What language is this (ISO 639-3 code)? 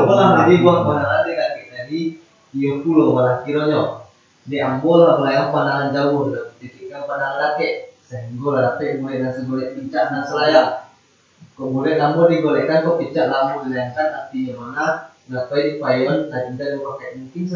min